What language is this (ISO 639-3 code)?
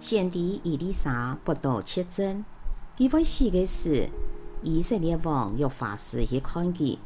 hak